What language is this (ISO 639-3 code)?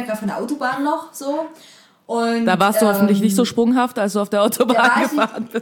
deu